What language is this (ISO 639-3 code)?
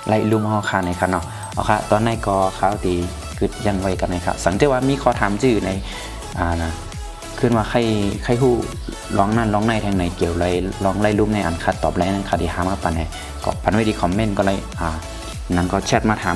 shn